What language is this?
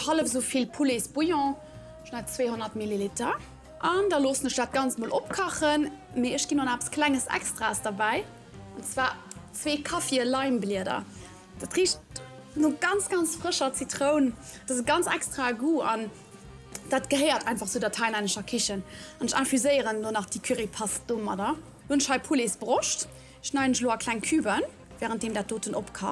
Luxembourgish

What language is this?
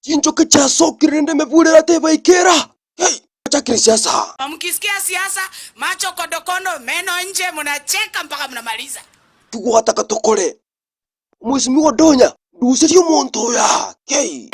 Gusii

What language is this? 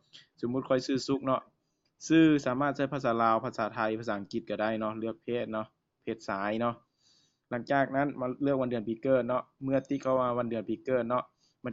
Lao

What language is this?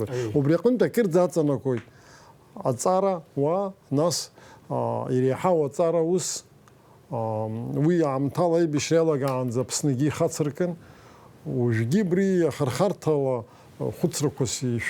Abkhazian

